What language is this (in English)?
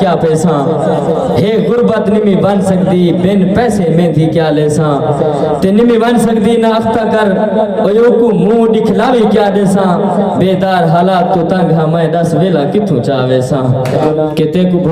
Saraiki